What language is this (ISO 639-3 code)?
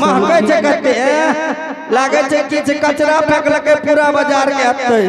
anp